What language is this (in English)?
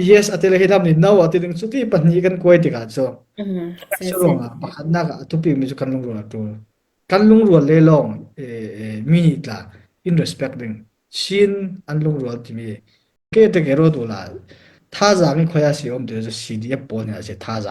Falam Chin